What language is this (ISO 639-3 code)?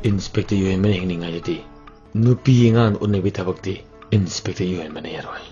mni